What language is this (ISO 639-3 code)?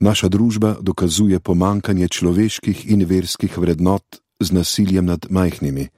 slv